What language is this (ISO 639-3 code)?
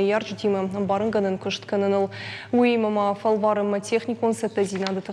oss